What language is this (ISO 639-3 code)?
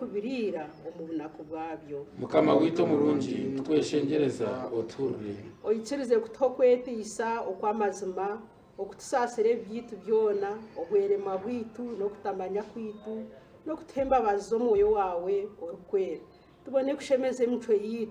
nyn